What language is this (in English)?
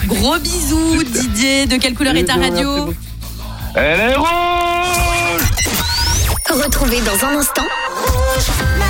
French